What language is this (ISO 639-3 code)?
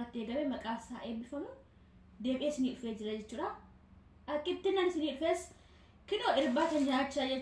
orm